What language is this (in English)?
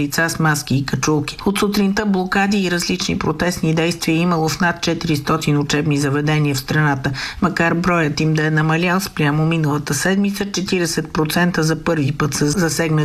Bulgarian